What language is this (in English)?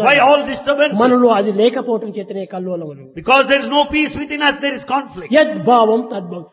Telugu